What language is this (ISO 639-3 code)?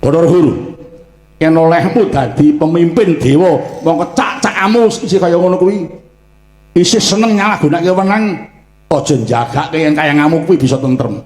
jav